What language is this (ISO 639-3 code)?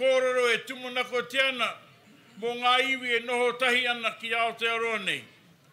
mri